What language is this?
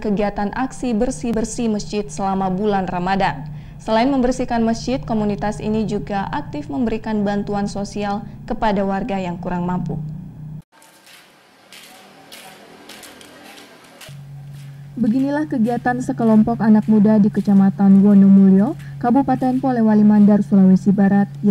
Indonesian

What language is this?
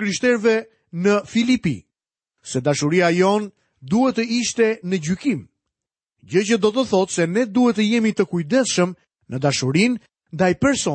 Albanian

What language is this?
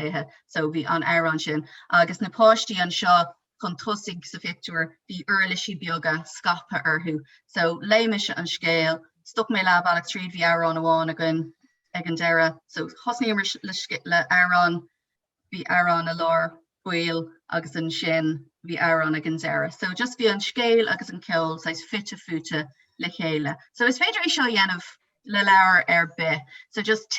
Irish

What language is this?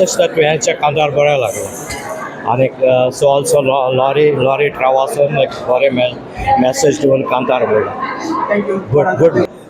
Konkani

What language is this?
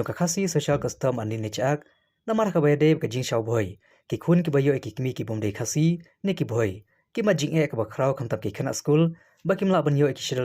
Khasi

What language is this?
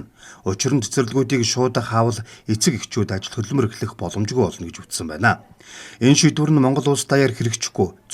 Mongolian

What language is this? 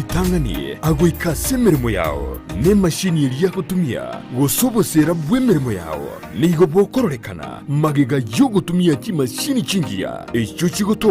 Gusii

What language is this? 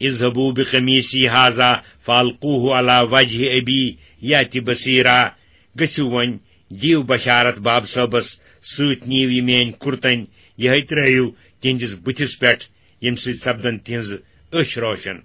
Kashmiri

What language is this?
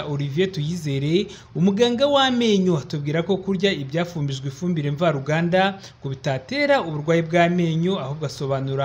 Kinyarwanda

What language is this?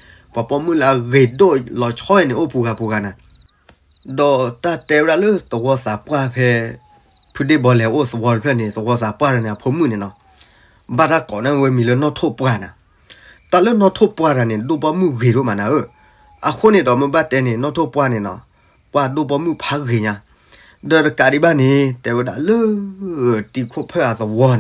S'gaw Karen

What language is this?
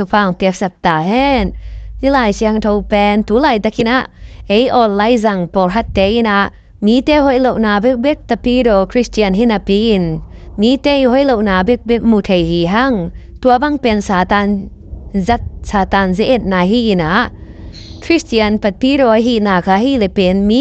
Tedim Chin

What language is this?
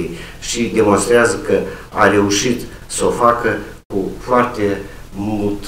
Romanian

